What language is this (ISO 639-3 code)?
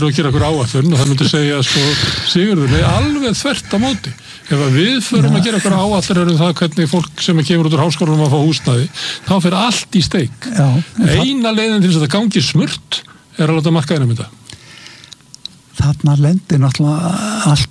isl